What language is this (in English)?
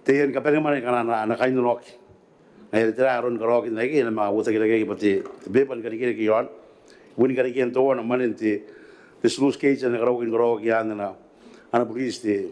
Gilbertese